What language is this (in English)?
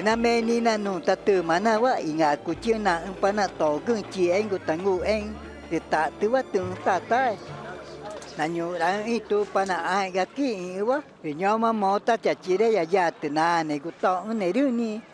Ticuna